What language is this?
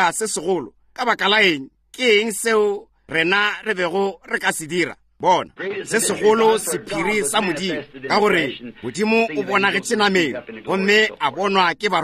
Northern Sotho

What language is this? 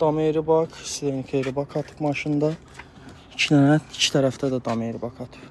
Azerbaijani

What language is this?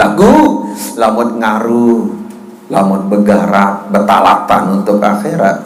Sasak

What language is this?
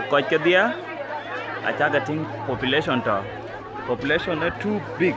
Dinka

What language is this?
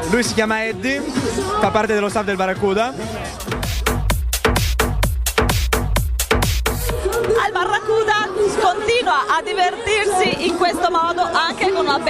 Italian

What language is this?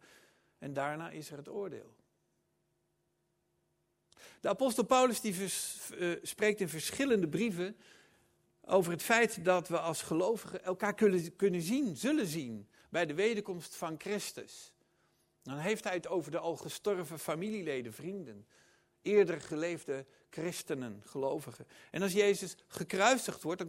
Dutch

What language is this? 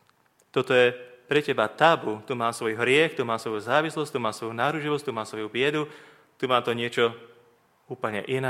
Slovak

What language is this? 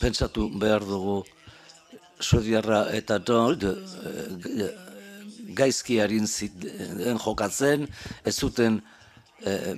Basque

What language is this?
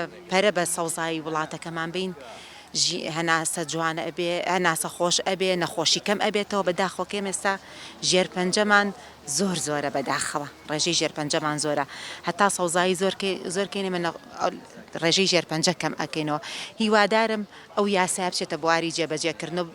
Central Kurdish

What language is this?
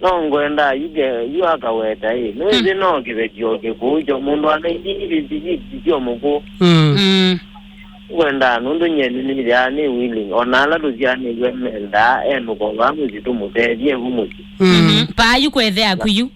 Kamba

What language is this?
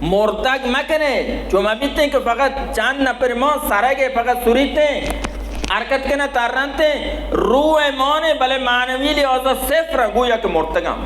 Baluchi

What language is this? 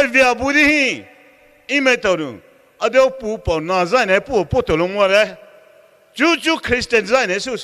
Poumei Naga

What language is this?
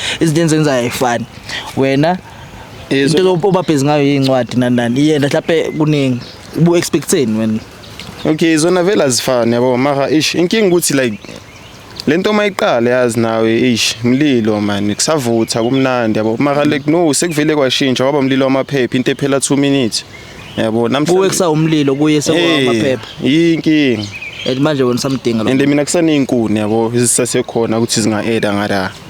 Zulu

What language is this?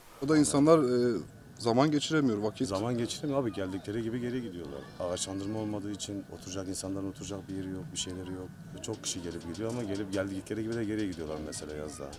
Turkish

